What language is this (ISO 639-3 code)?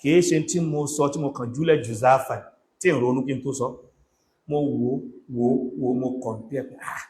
yor